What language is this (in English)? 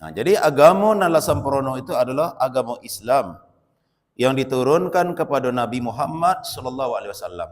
Minangkabau